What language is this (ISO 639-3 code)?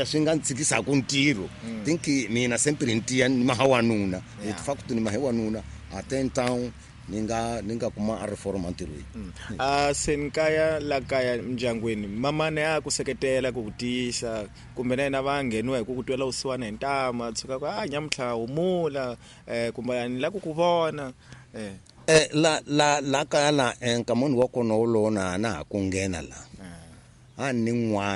tso